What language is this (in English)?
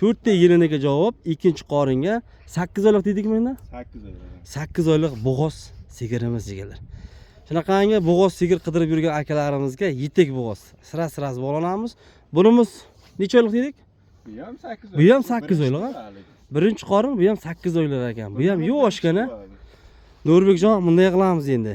Uzbek